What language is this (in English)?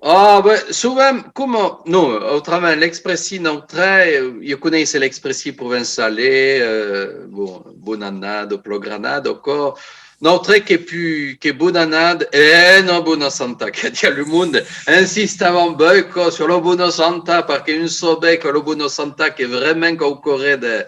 Occitan